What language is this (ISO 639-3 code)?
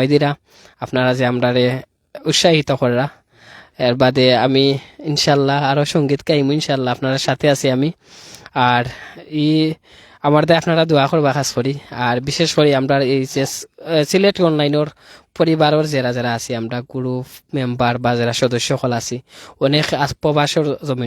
syl